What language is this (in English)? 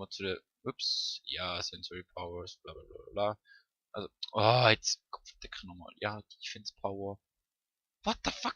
Swiss German